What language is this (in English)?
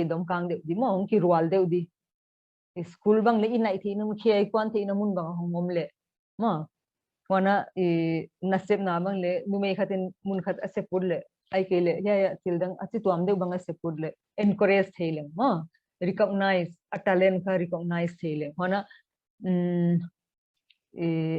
Paite Chin